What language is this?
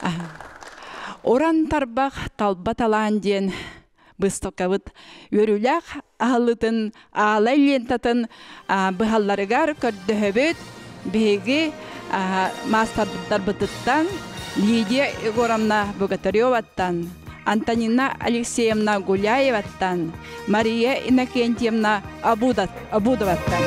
Yakut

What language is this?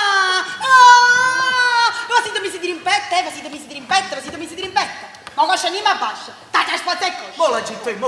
Neapolitan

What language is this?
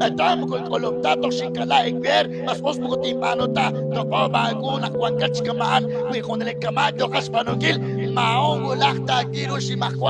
Kekchí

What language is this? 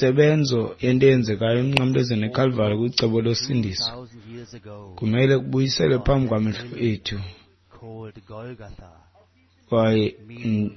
Xhosa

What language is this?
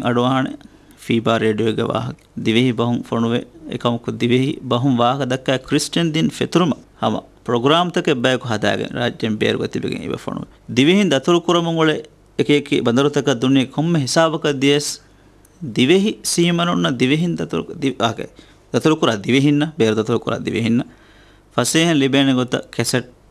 Divehi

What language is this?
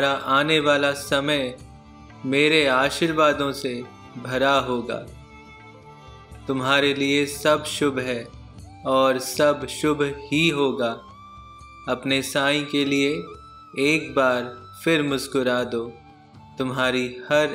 Hindi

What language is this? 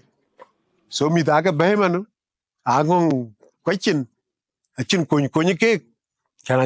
Dinka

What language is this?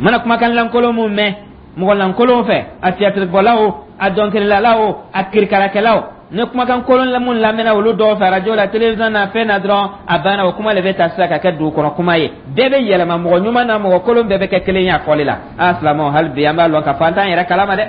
Dyula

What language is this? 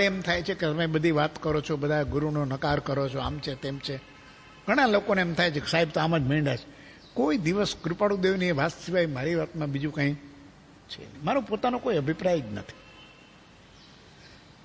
Gujarati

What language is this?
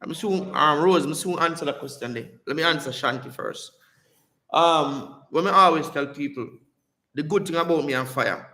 Jamaican Creole English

